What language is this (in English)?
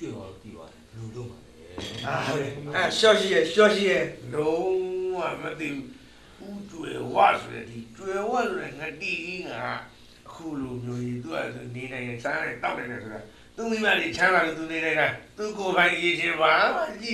Burmese